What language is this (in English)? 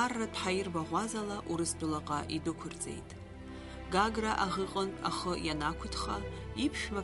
Abkhazian